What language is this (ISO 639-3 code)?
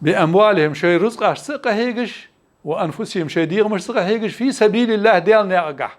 inh